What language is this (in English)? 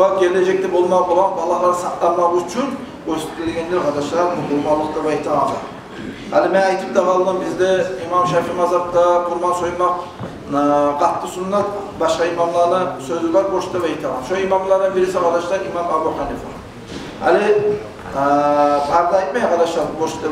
Kumyk